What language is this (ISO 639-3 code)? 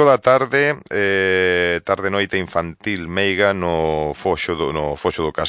glg